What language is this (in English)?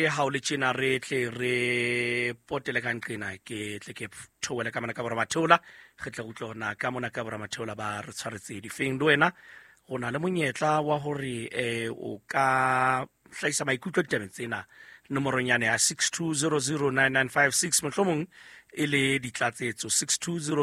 Southern Sotho